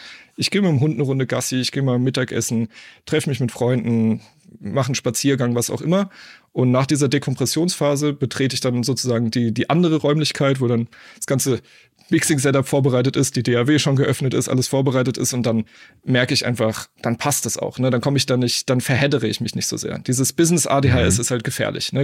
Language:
German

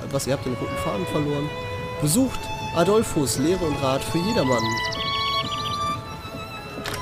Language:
German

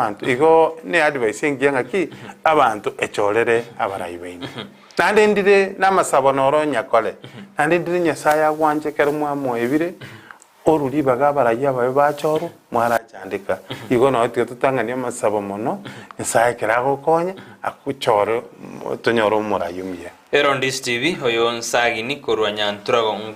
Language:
Gusii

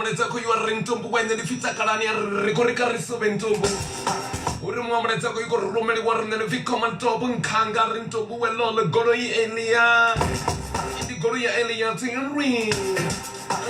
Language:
Venda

